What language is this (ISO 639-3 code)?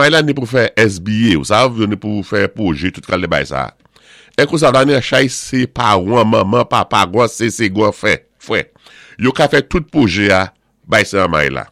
acf